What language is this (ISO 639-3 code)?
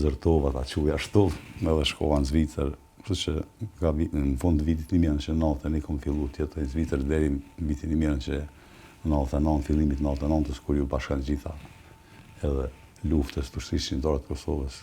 sqi